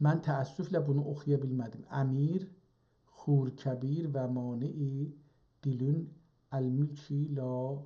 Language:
South Azerbaijani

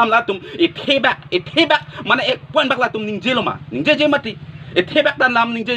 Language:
Karbi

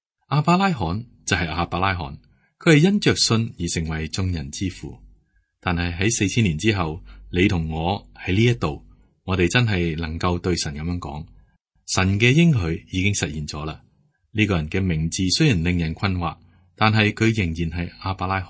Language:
Cantonese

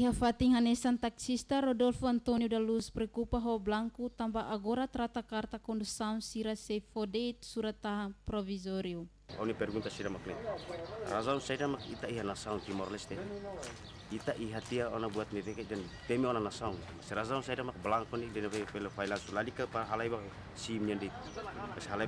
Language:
Tetum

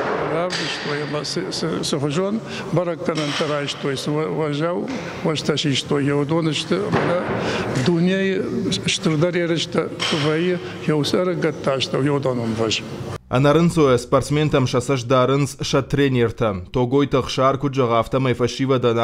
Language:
Ossetic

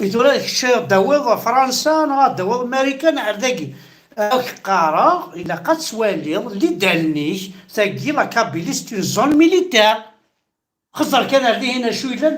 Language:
Kabyle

